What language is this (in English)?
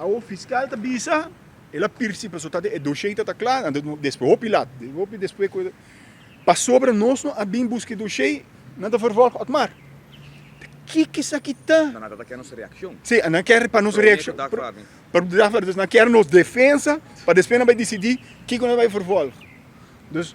Papiamento